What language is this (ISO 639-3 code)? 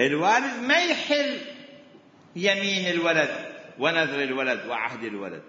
acm